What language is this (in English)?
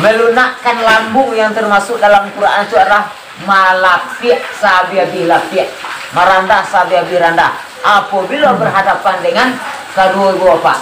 Minangkabau